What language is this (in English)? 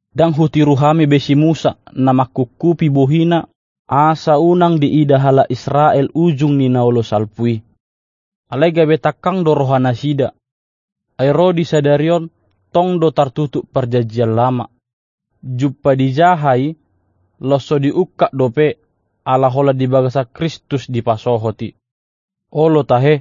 Batak Toba